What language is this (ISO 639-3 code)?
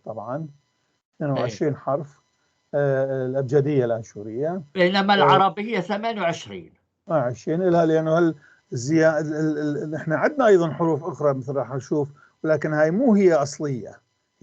apc